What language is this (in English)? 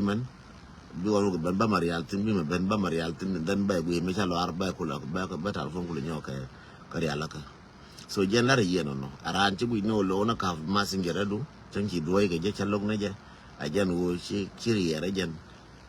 Nuer